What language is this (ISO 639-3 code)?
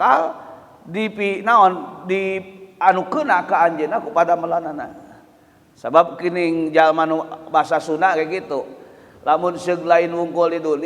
sun